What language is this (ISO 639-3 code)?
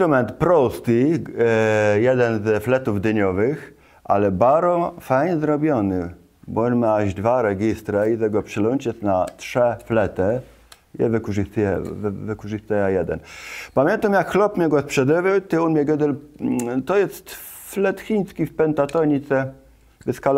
csb